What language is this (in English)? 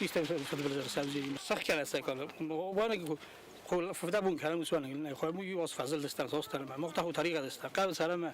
Ossetic